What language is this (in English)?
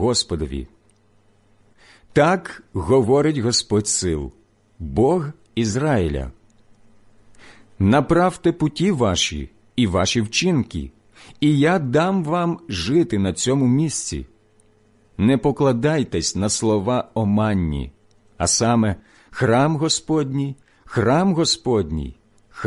Ukrainian